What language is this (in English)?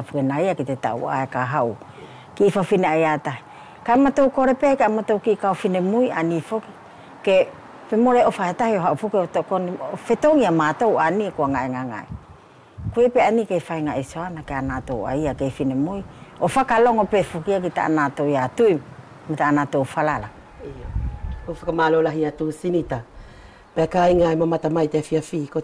Wallisian